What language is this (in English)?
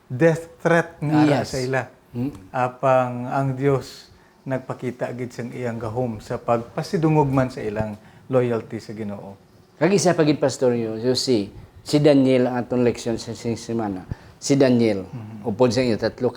Hiligaynon